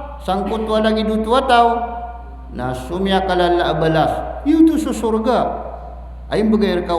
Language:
Maranao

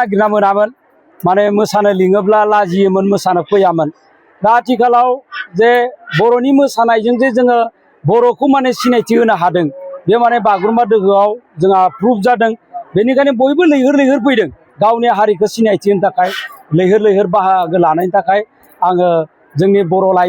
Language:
Bodo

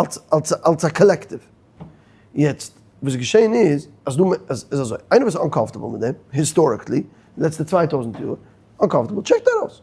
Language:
Yiddish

